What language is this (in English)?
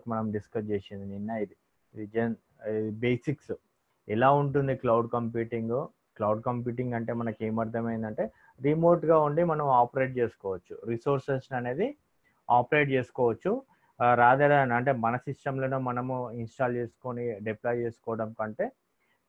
Telugu